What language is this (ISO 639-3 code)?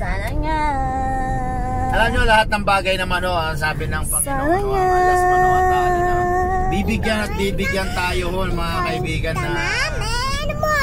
fil